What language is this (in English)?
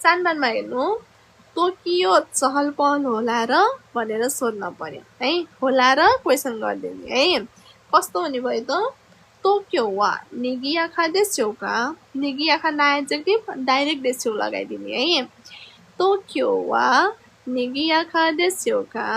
Nepali